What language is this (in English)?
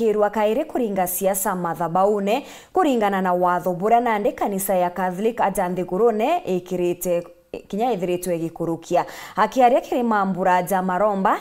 Meru